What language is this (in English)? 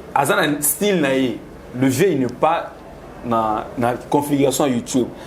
Lingala